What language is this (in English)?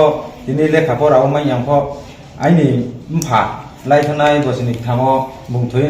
Riang (India)